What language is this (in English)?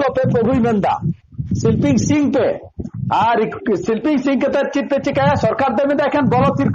Santali